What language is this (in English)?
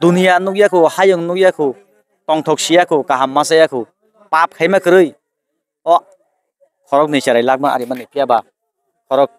Kok Borok